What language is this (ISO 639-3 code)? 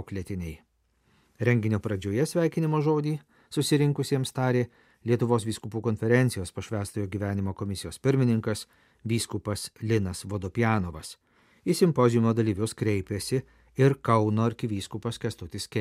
lit